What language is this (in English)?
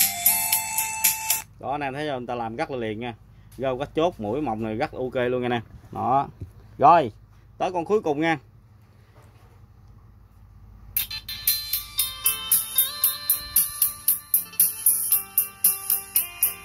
Vietnamese